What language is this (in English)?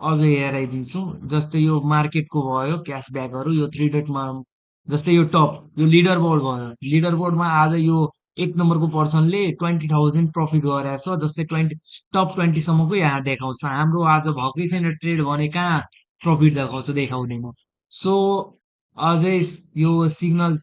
Nepali